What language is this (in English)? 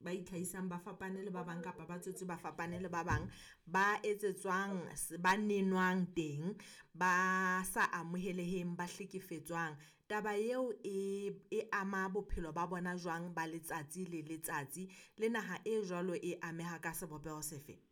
Southern Sotho